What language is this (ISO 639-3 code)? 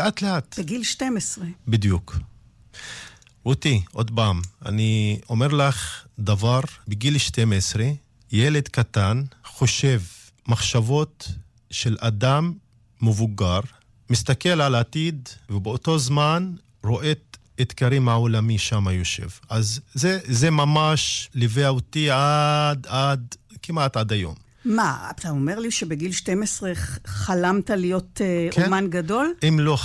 heb